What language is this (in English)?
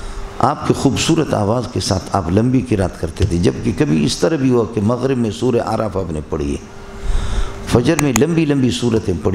Urdu